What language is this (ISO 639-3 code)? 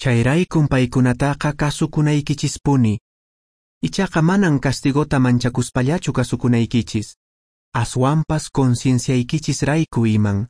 que